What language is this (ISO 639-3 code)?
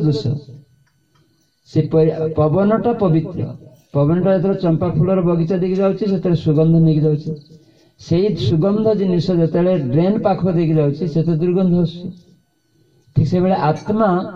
ori